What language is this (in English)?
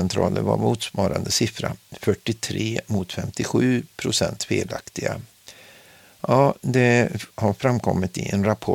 Swedish